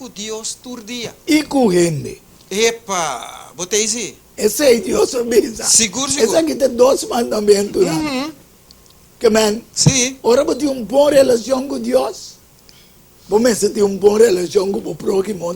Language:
Papiamento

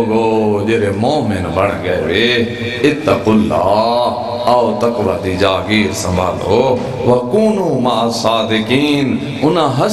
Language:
Saraiki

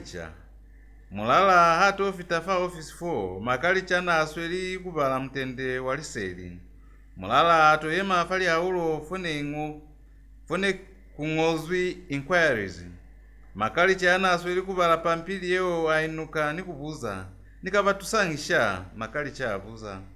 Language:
Lozi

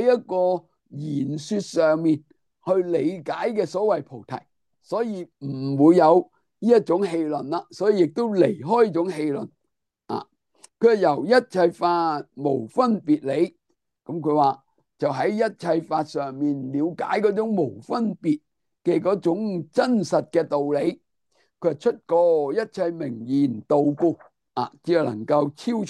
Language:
Cantonese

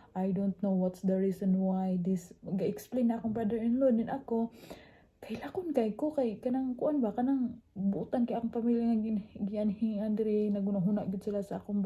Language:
Cebuano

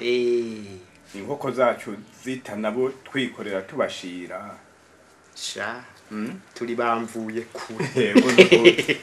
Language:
Rundi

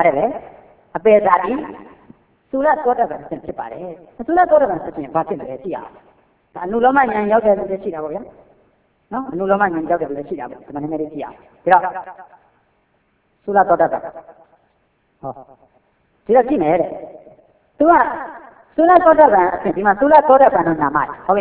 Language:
Burmese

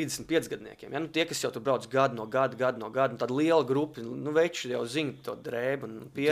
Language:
Latvian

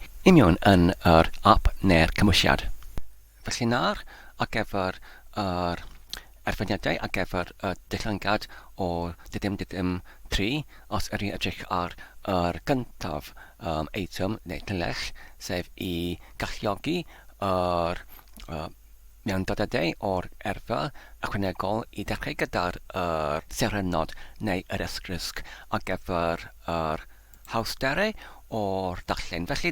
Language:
Welsh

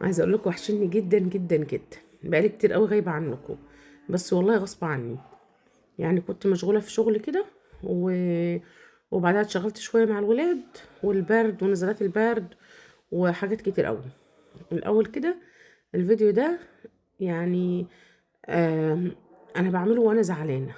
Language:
Egyptian Arabic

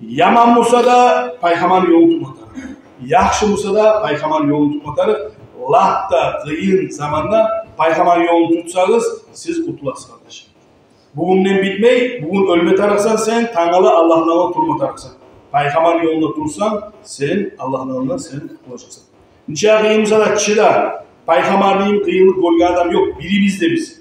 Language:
Kumyk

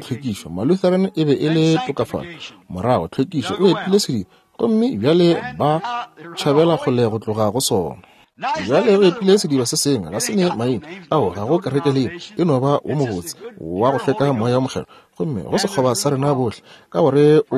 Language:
Northern Sotho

